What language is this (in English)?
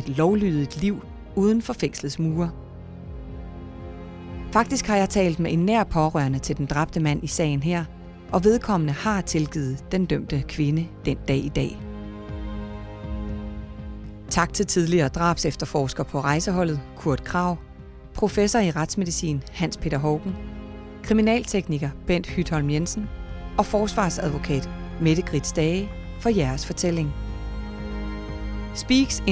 Danish